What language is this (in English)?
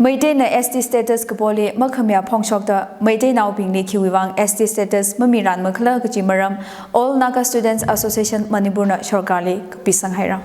Tangkhul Naga (India)